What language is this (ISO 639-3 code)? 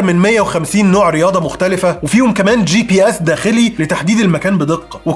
arz